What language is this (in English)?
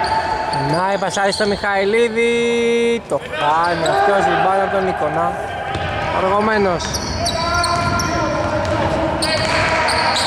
Greek